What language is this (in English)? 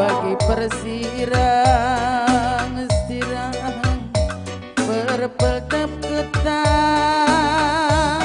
Batak Karo